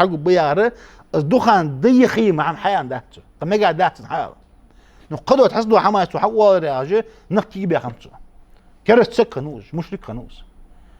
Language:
Ingush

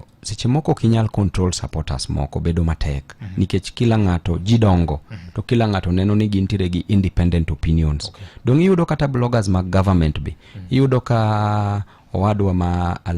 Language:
Luo (Kenya and Tanzania)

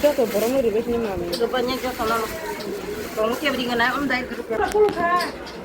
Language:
Kok Borok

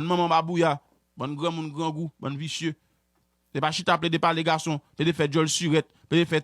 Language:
Haitian Creole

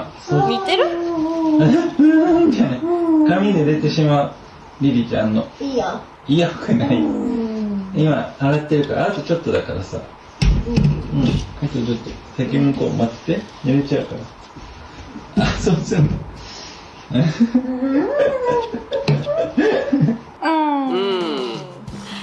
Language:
Japanese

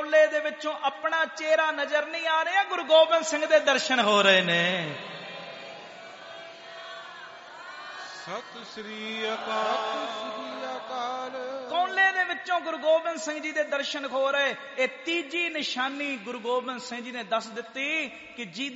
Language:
Punjabi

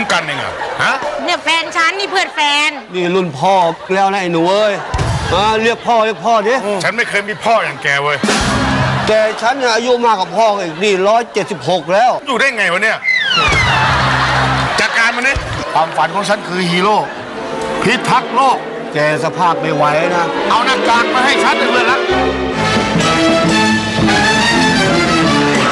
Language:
Thai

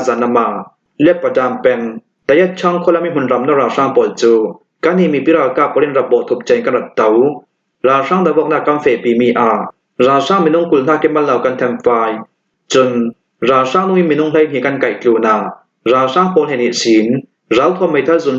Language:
Hakha Chin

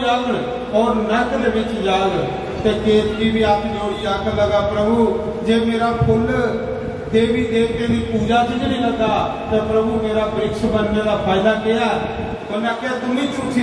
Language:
Dogri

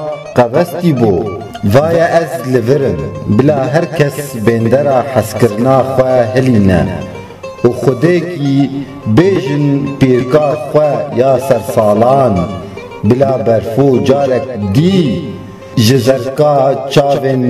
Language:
Kurdish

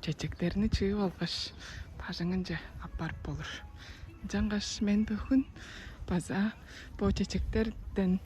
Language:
Tuvinian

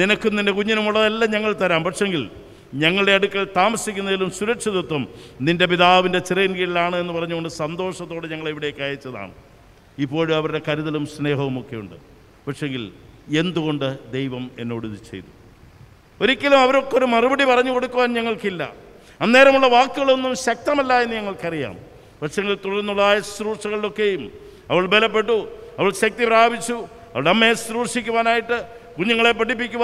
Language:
Malayalam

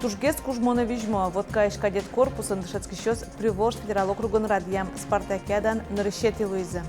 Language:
Udmurt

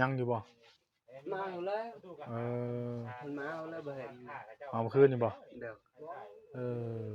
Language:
Northeastern Thai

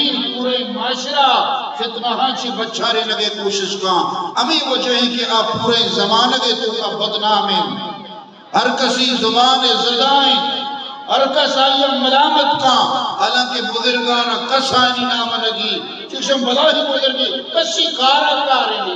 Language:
Eastern Balochi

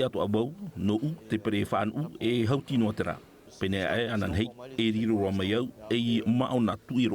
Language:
Tahitian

